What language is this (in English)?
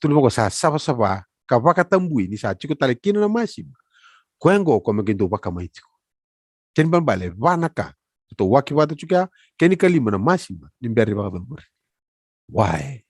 Fijian